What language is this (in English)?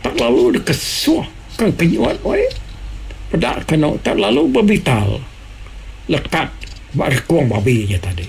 Iban